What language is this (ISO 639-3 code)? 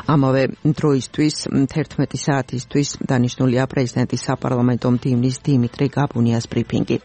kat